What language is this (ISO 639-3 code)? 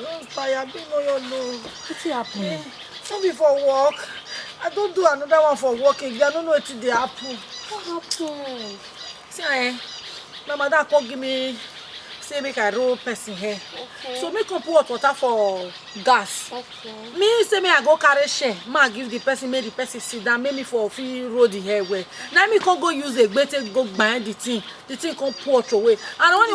pcm